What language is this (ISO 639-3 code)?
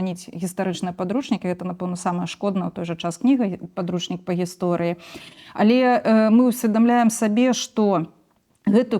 bel